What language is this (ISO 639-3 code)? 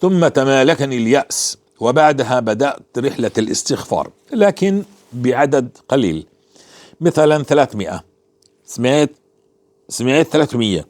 apc